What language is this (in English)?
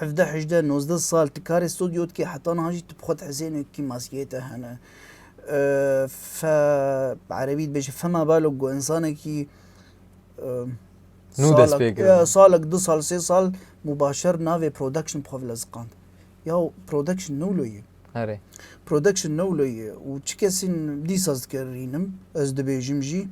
Kurdish